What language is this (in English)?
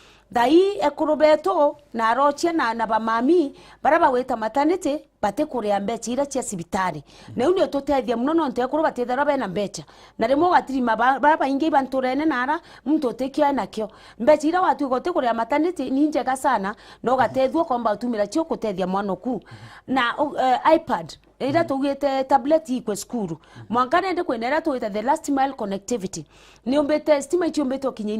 Meru